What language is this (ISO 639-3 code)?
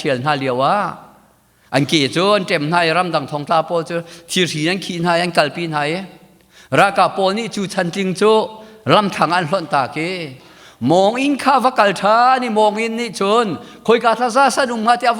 cnh